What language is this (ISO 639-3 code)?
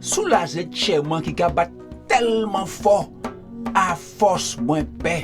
gcf